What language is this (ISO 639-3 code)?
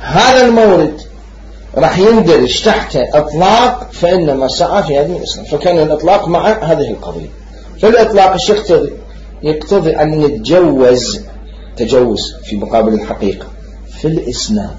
acm